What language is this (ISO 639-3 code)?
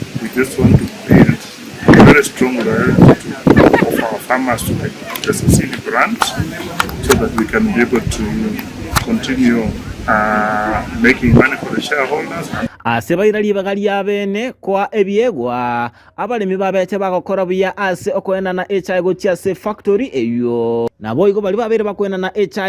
guz